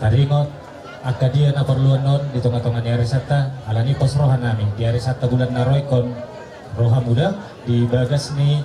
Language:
Batak Toba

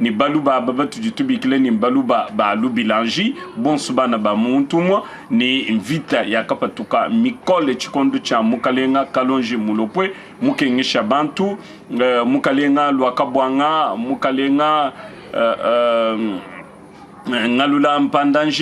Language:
Luba-Lulua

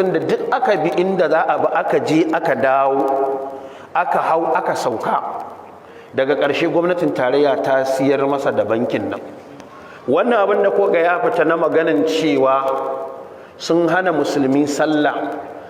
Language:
Hausa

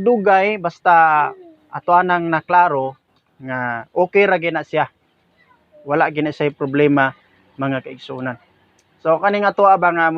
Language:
Cebuano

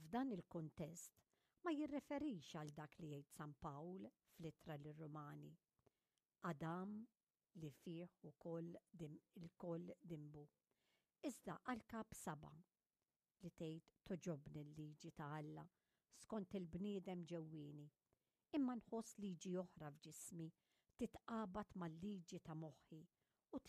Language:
Maltese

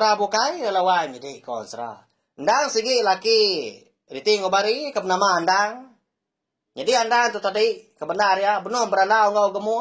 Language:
Iban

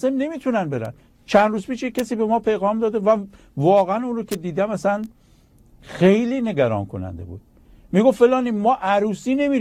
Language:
Persian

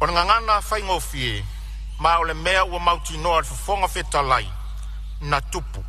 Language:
Samoan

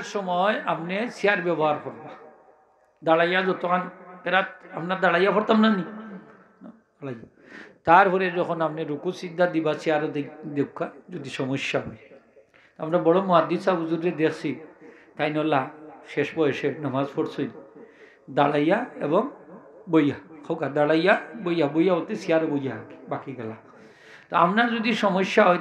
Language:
Sylheti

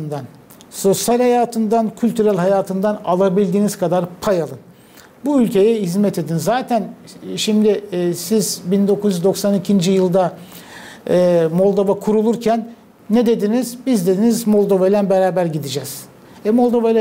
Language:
Gagauz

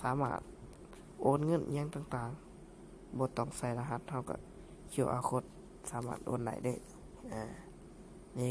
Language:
Lao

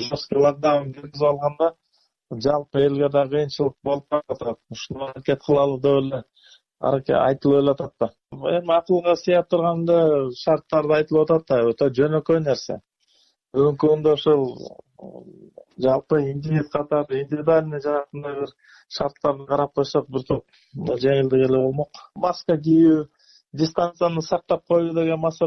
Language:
Kyrgyz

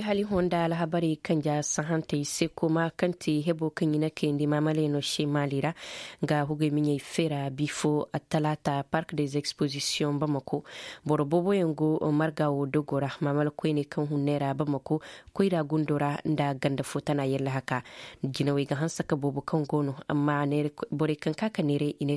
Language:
Zarma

